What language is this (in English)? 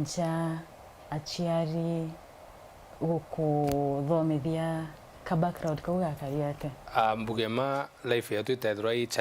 Meru